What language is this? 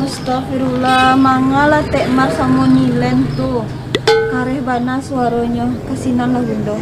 Minangkabau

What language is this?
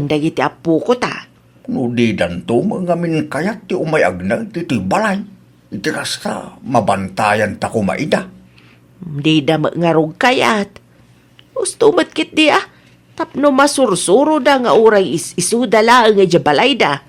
Iloko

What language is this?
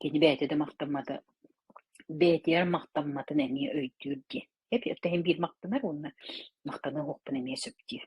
Yakut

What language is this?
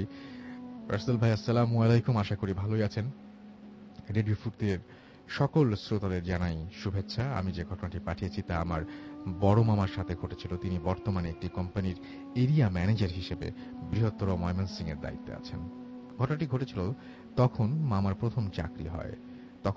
Bangla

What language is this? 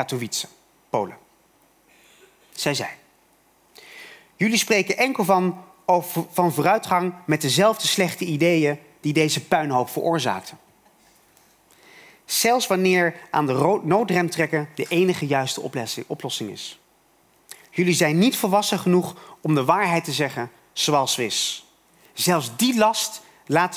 Dutch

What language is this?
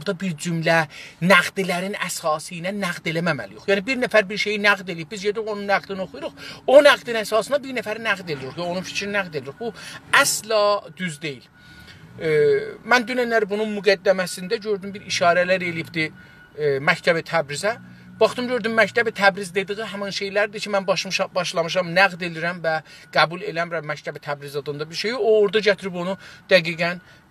South Azerbaijani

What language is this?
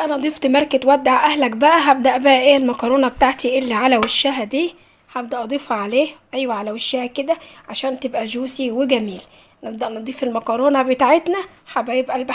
Egyptian Arabic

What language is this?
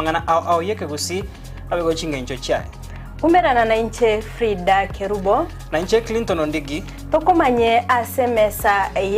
Gusii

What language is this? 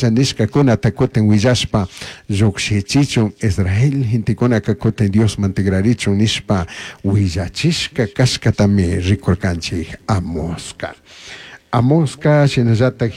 Chimborazo Highland Quichua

